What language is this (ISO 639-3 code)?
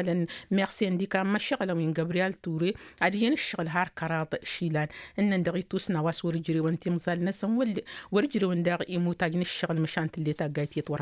taq